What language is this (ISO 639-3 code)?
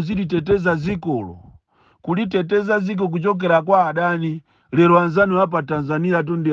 nya